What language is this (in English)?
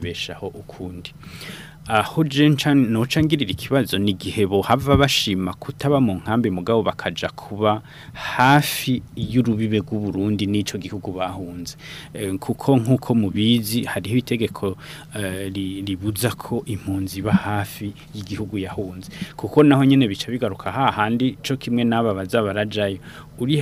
Rundi